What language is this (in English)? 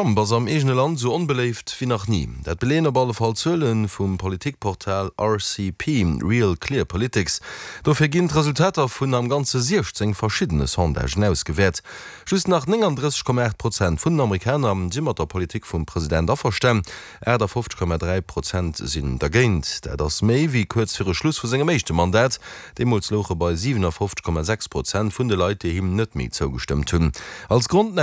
Luxembourgish